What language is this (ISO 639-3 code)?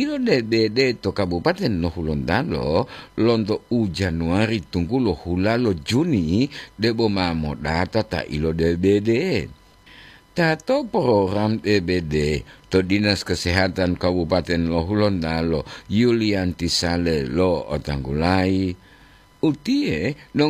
gor